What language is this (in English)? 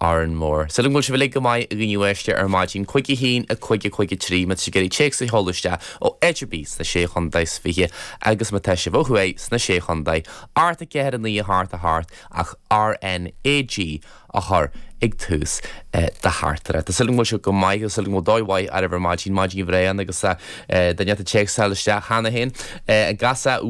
Irish